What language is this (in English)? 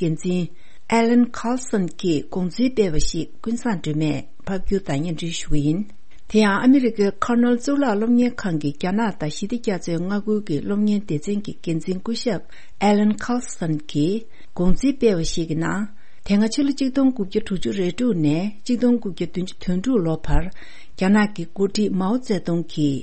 Tibetan